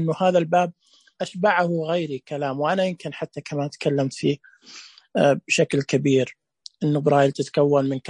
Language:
Najdi Arabic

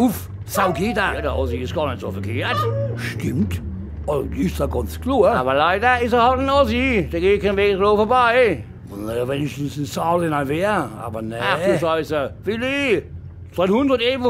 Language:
Palatine German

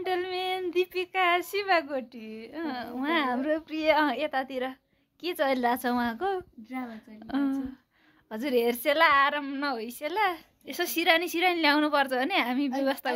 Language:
Nepali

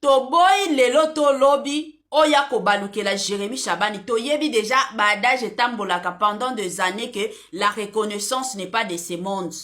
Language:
Lingala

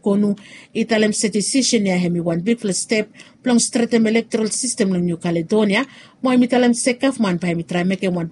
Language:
Bislama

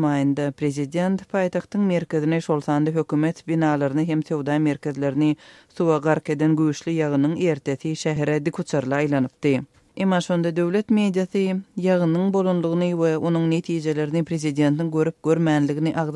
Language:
Turkmen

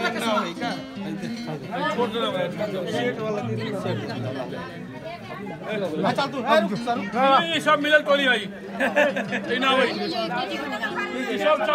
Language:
Bhojpuri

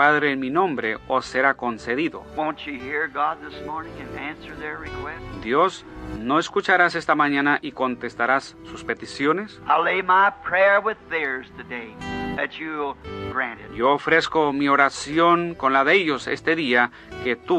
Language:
Spanish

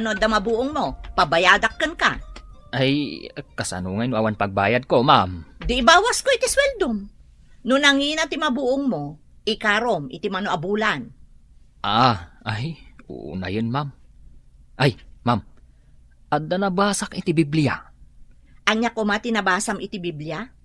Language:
Iloko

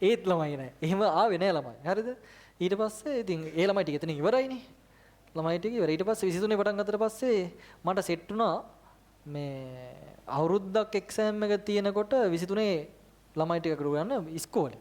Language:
Sinhala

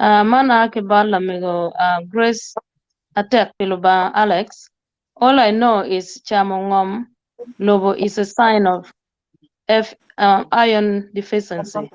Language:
Acoli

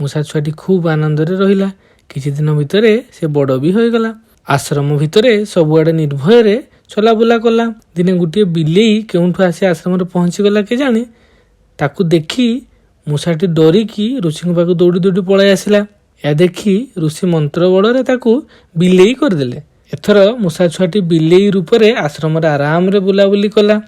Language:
Odia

